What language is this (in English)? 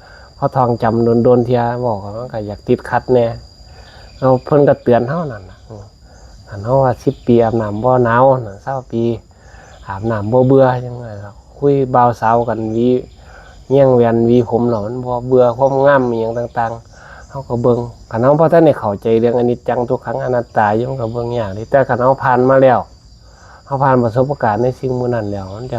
Northeastern Thai